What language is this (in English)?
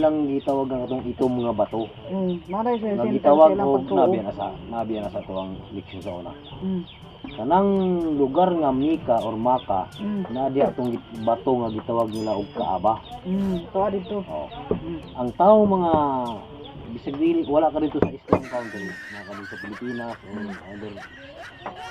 Cebuano